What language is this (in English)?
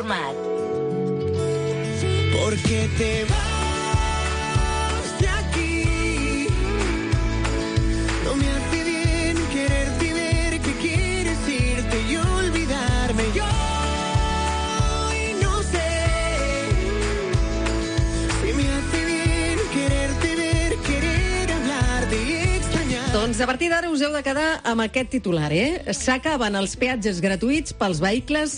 Catalan